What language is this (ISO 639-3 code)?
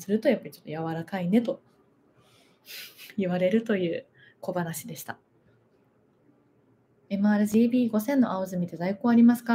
jpn